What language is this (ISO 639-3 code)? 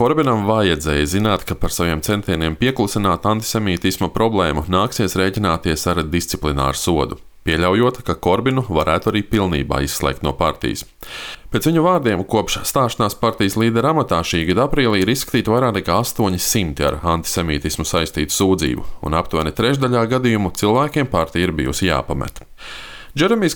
lav